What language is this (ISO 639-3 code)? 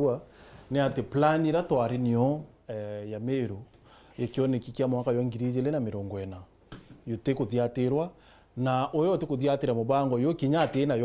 mer